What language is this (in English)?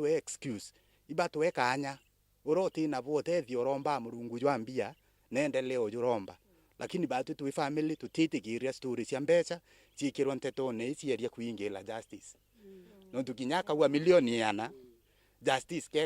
Meru